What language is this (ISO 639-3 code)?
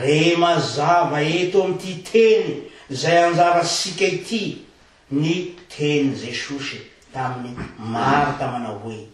mlg